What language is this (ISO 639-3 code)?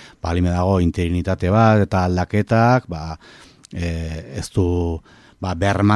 eus